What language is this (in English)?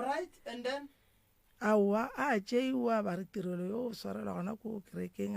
Northern Sotho